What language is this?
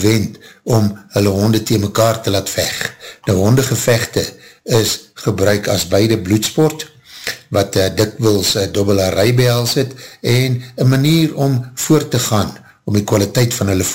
Afrikaans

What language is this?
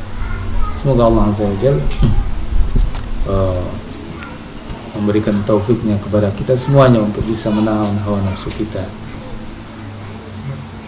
Indonesian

